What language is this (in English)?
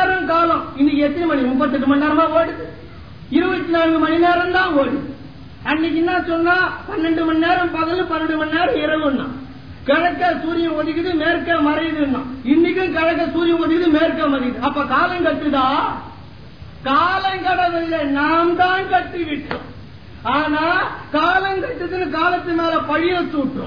Tamil